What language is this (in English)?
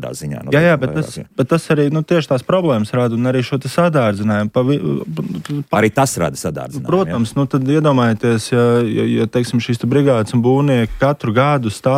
Latvian